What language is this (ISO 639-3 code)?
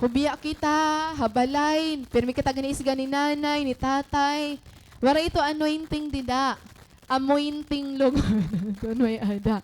war